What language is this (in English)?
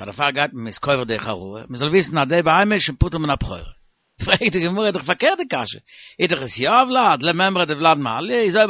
Yiddish